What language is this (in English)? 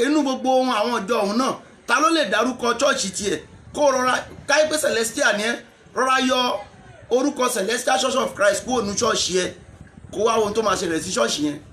Yoruba